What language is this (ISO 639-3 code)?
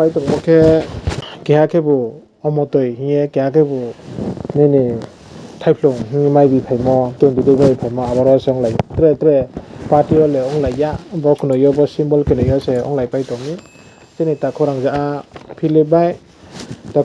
ria